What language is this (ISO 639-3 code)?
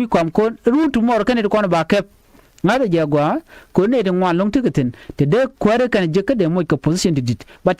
nus